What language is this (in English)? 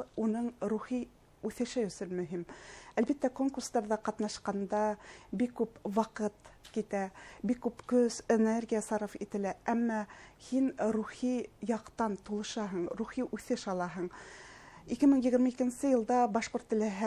Bashkir